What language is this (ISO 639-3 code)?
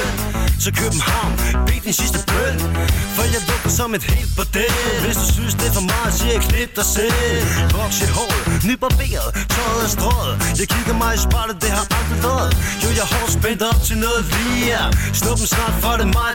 dan